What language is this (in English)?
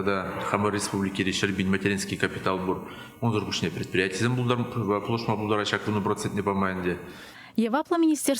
Chuvash